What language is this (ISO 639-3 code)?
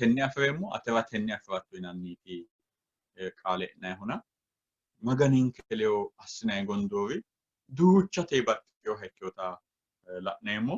sid